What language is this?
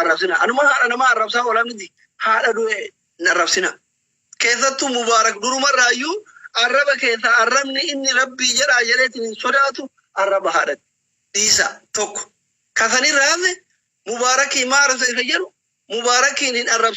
Oromo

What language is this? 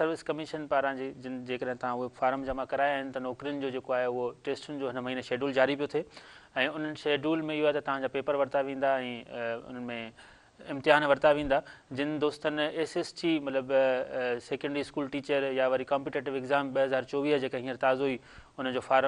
Sindhi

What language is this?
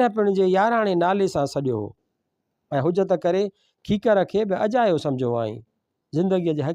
Sindhi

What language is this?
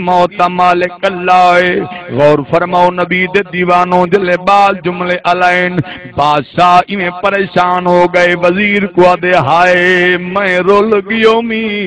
Saraiki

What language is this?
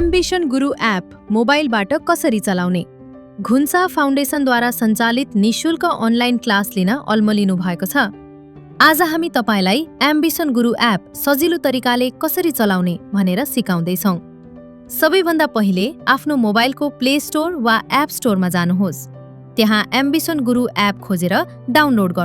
Nepali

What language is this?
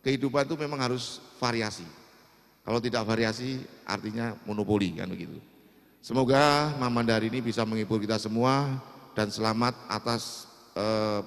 Banjar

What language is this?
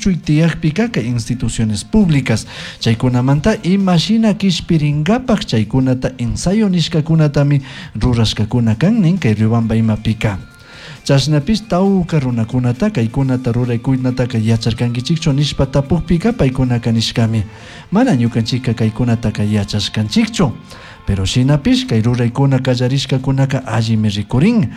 Chimborazo Highland Quichua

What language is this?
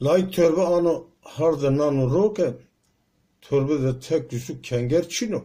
Zaza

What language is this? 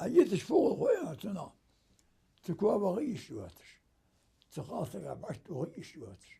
Ingush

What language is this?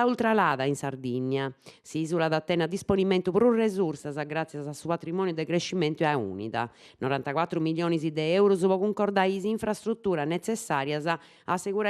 Sardinian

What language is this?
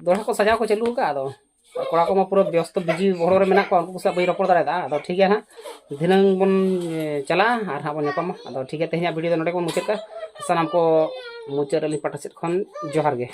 Santali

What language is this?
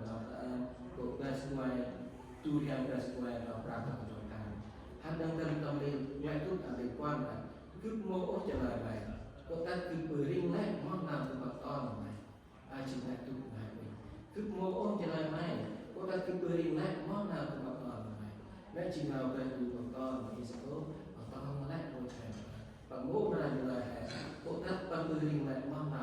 Central Mnong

